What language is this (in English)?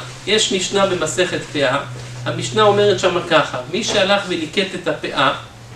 Hebrew